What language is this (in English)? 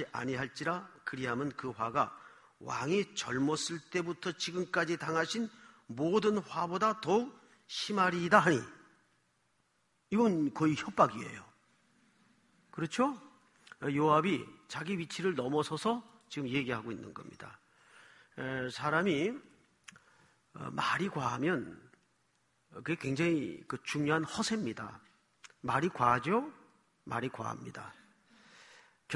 Korean